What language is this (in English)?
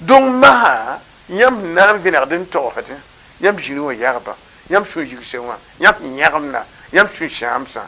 Mossi